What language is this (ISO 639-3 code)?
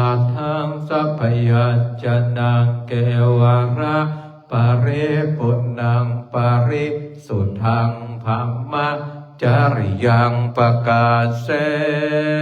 pli